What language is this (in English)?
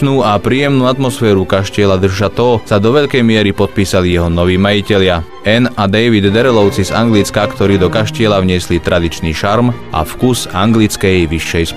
Slovak